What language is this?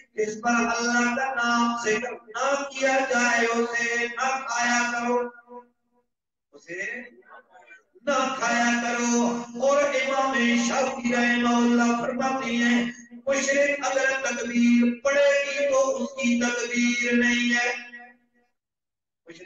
Urdu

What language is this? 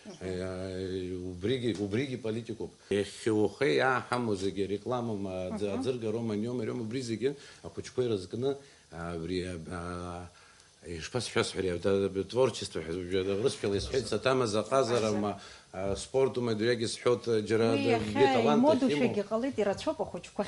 Abkhazian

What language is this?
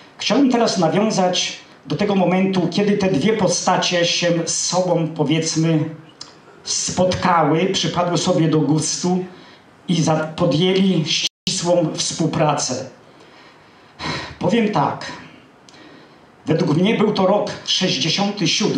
Polish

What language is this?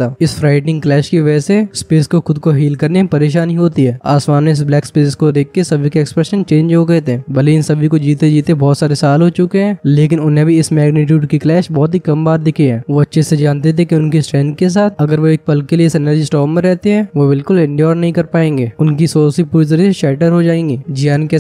Hindi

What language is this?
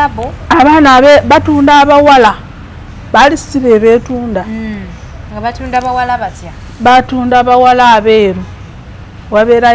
Ganda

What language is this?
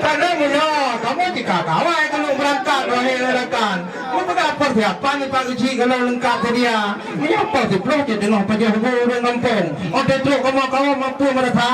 Achinese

